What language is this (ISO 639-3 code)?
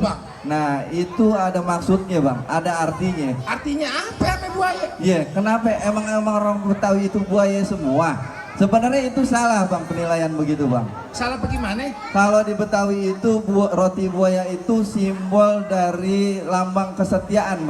bew